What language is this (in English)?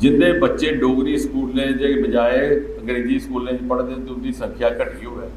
Dogri